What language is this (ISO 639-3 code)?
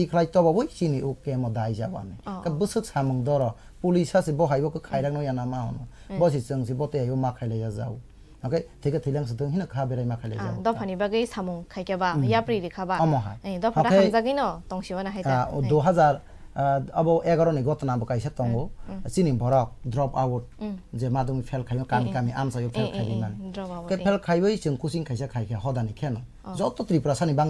trp